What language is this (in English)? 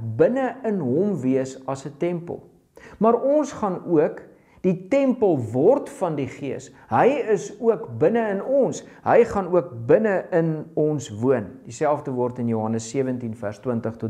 Afrikaans